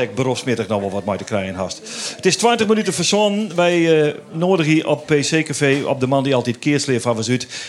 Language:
Western Frisian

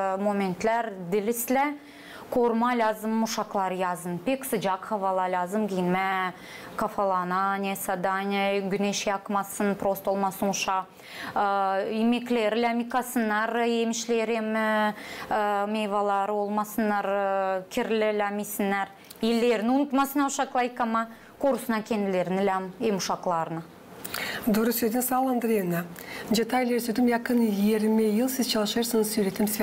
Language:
Gagauz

